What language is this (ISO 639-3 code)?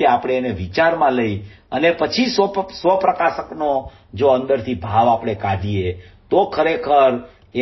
guj